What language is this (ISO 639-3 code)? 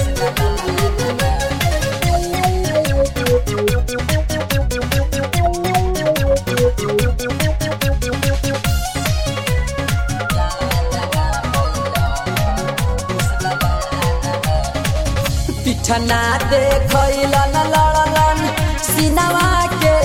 bho